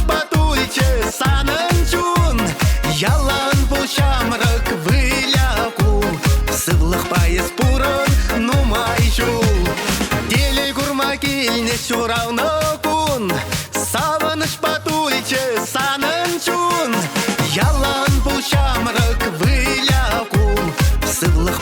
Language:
Chuvash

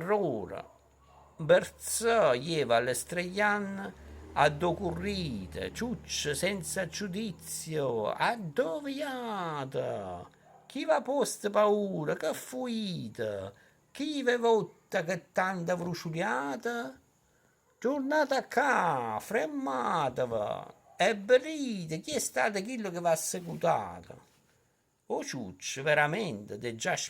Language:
Neapolitan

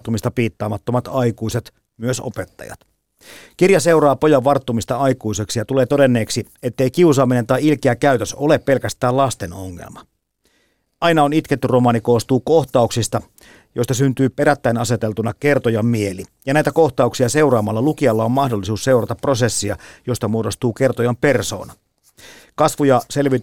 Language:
Finnish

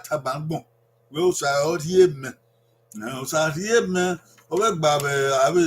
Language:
Bini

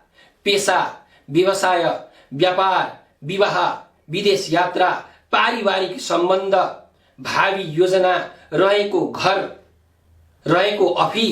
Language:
Nepali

